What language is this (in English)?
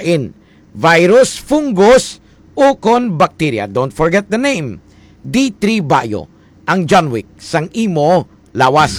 Hiligaynon